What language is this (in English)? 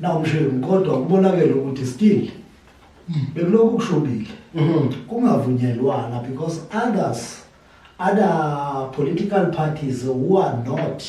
Zulu